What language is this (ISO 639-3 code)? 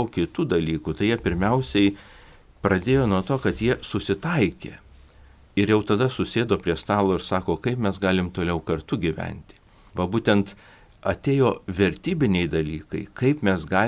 lit